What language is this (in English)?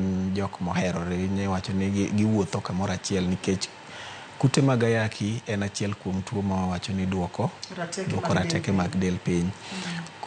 Luo (Kenya and Tanzania)